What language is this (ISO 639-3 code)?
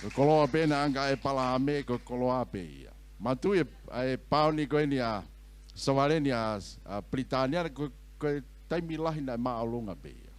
ton